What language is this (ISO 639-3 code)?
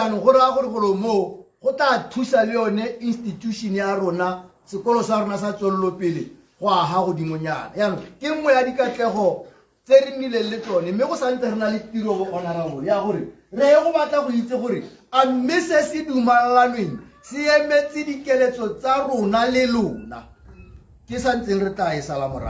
tsn